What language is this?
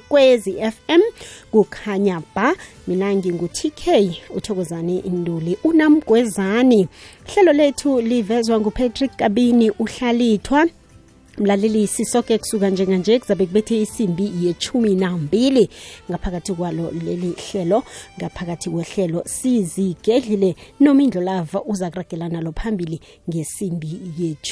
South Ndebele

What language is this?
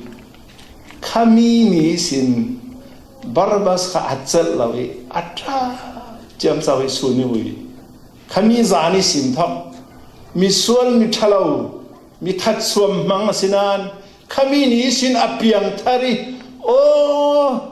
Falam Chin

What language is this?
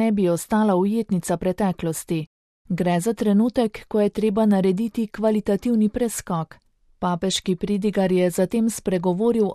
Slovenian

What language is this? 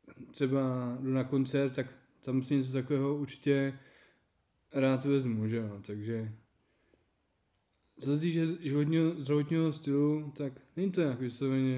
Czech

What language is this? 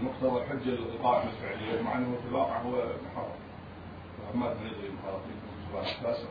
Mesopotamian Arabic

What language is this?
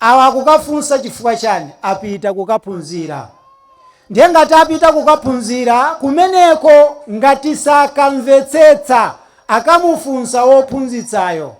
Nyanja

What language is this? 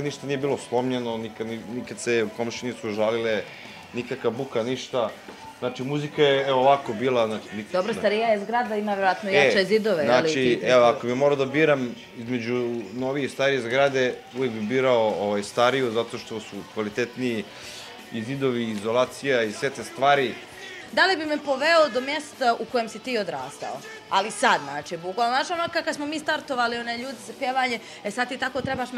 Bosnian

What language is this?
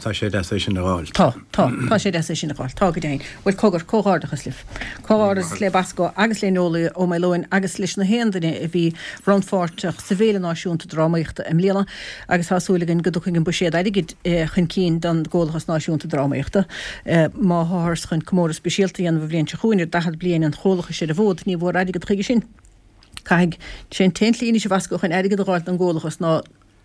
Irish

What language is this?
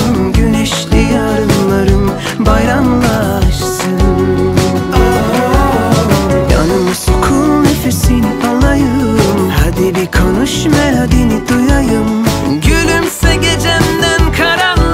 Turkish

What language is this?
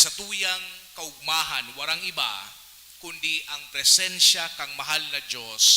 Bikol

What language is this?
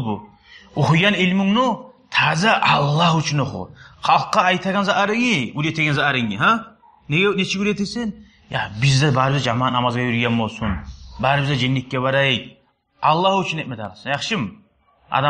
Kumyk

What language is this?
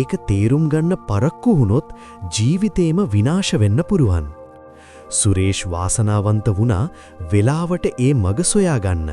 Sinhala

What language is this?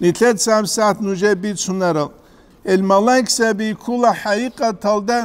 Avaric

